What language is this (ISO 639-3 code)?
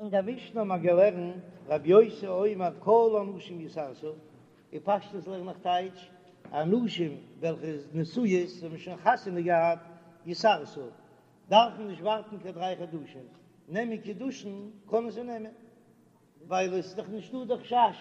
yid